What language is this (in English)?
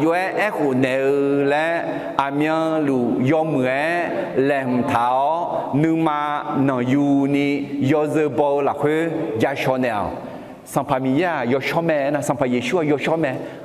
Akha